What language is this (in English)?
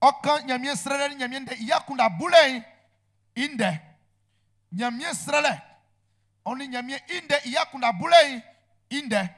Baoulé